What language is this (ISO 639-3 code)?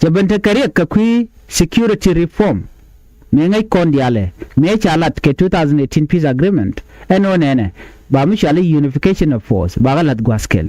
nus